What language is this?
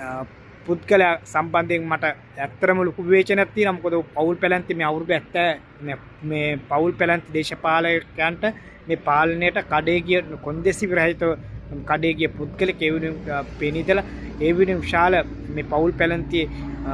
Sinhala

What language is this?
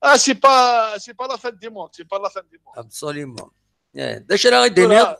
Kabyle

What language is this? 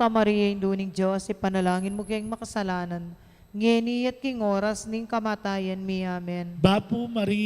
Pampanga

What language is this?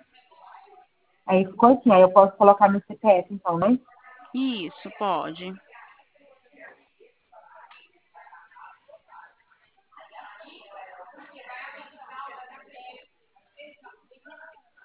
Portuguese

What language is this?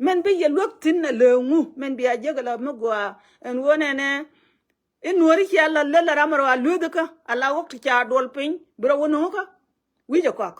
Nuer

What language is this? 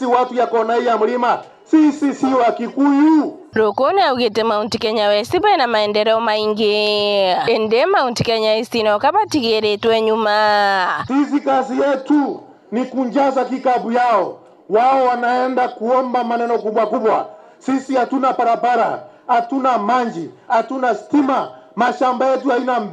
Meru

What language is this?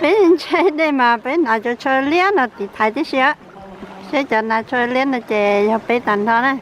Hmong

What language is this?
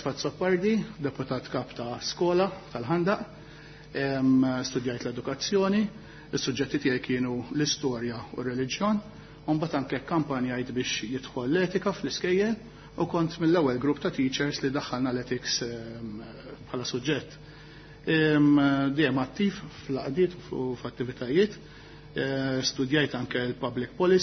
Maltese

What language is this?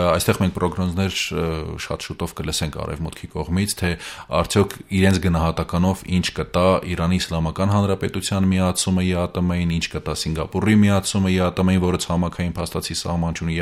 Armenian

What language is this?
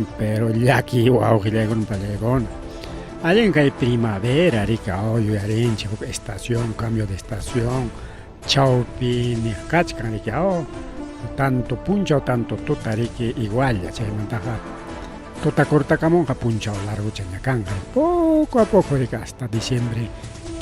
Ayacucho Quechua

